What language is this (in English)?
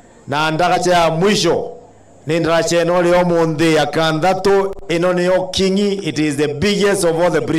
Meru